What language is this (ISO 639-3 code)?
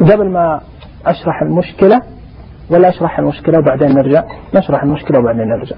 ars